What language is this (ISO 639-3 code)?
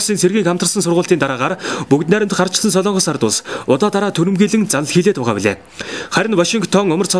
mon